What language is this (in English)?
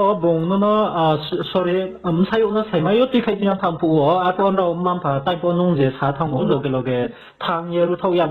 Riang (India)